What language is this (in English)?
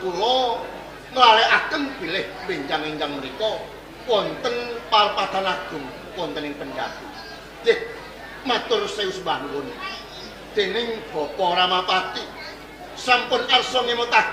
Javanese